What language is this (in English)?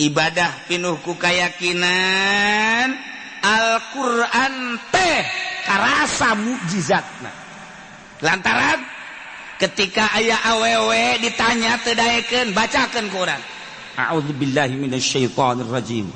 Sundanese